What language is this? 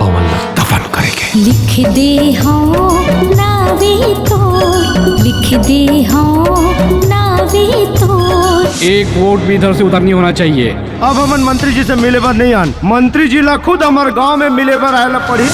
Chhattisgarhi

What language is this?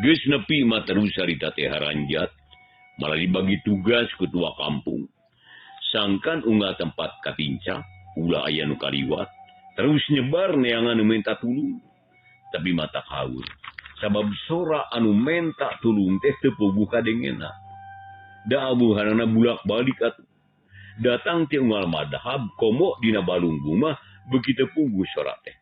Sundanese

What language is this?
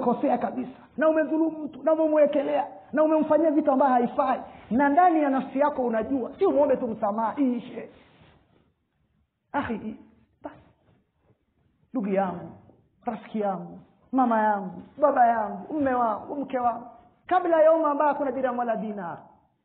Swahili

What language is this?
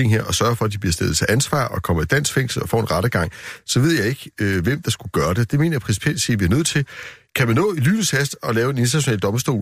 Danish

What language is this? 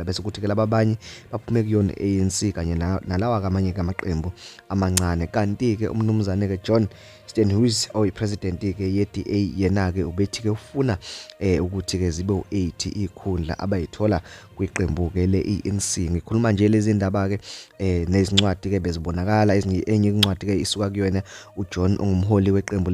Zulu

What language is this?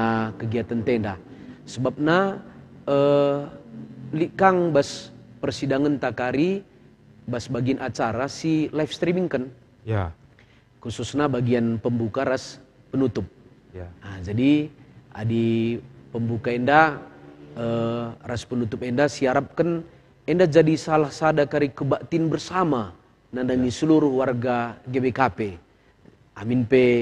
Batak Karo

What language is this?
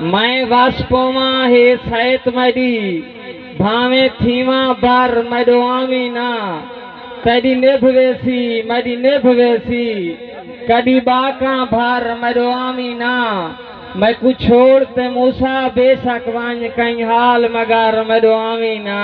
Saraiki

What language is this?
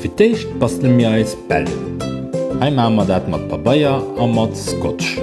Luxembourgish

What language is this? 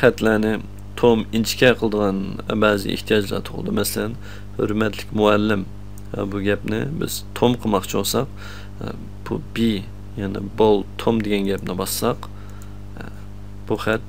Uyghur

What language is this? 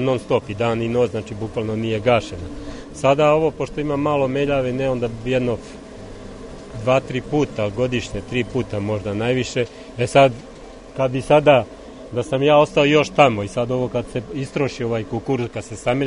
Serbian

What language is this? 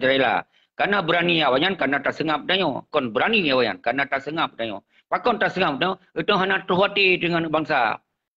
Achinese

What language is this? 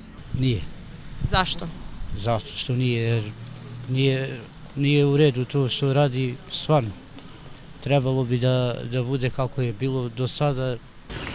Serbian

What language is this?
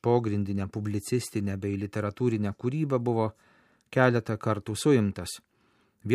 Lithuanian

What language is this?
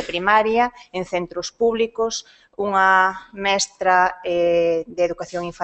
Galician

